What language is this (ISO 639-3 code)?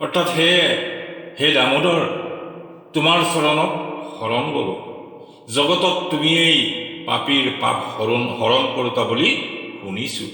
asm